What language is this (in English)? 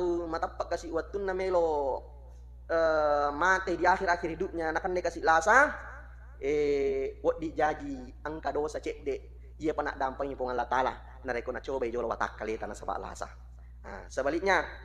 Buginese